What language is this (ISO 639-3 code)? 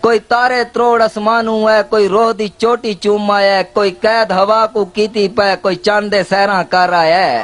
skr